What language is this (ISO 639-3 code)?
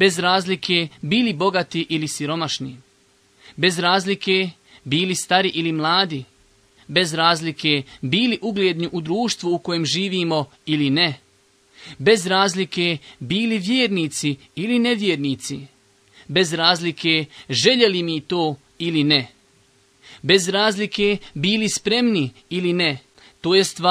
bos